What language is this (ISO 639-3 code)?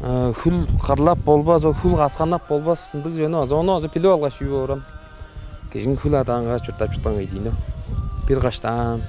tyv